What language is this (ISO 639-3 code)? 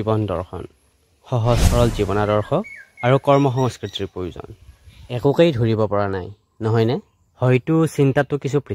asm